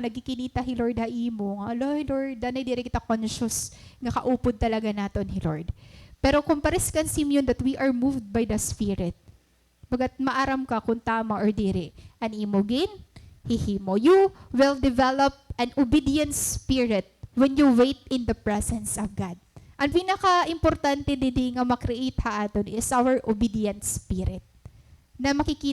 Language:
Waray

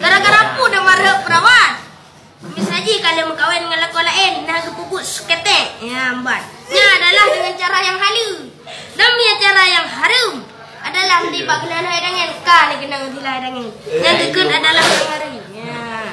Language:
Achinese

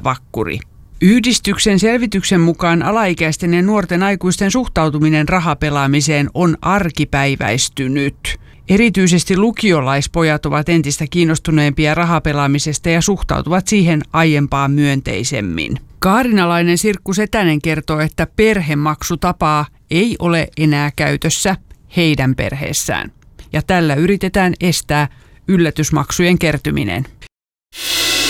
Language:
Finnish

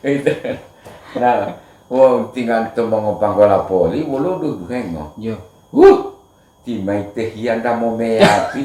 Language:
Gorontalo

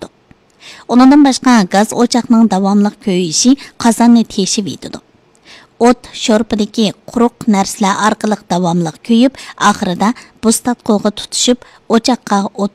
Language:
Uyghur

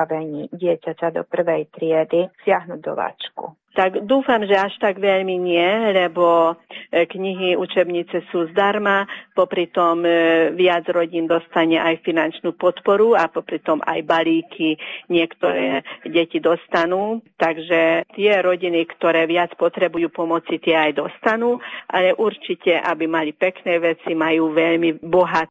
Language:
Slovak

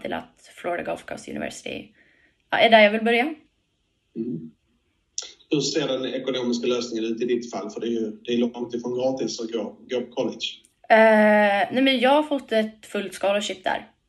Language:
Swedish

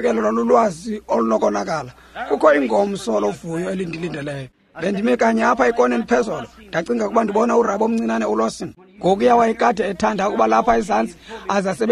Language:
Xhosa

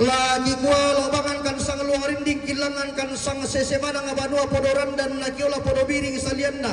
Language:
Toraja-Sa'dan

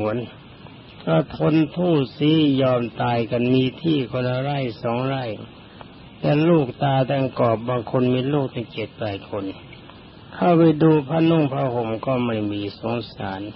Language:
Thai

